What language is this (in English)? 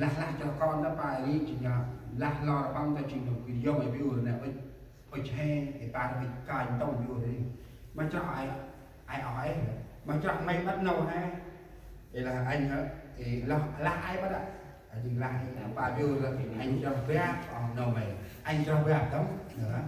Central Mnong